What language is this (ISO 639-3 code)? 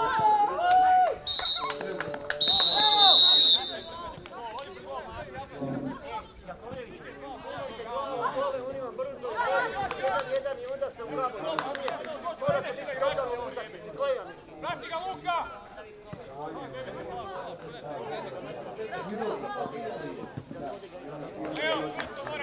hrv